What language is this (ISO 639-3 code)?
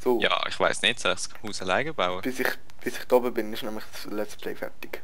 gsw